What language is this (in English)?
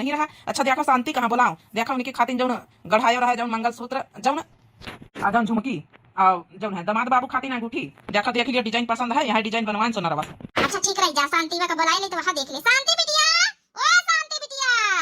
Awadhi